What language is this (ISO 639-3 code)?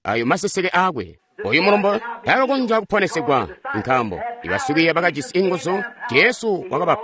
toi